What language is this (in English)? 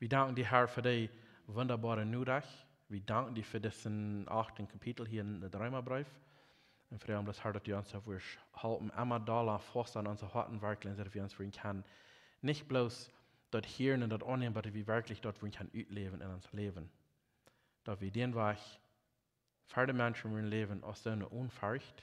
Plautdietsch